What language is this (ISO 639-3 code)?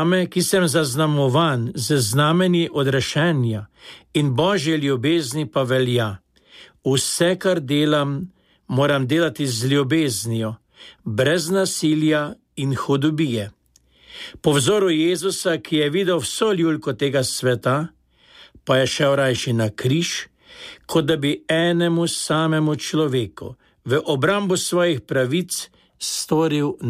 slv